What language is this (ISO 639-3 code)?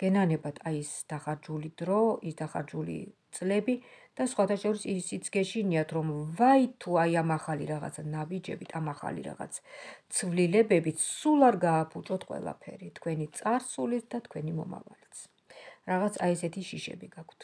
kat